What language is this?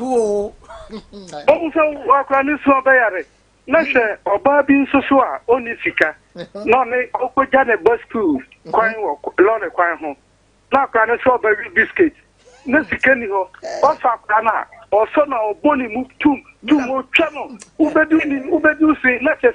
Akan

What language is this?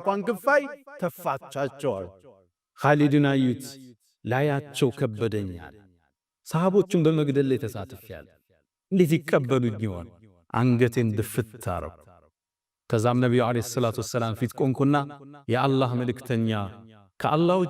Amharic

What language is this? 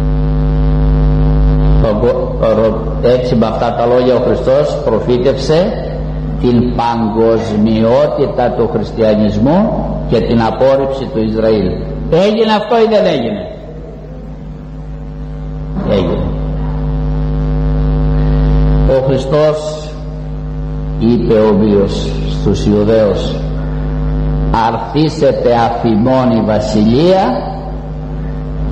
Greek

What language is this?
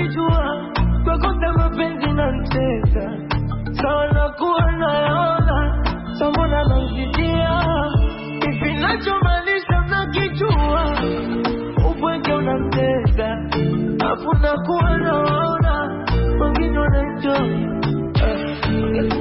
Swahili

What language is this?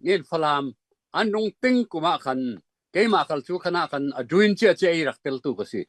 Falam Chin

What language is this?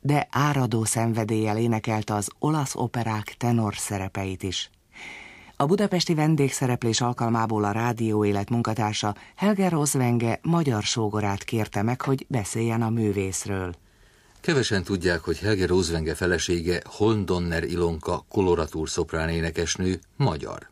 Hungarian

